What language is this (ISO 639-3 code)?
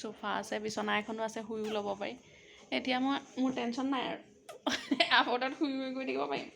asm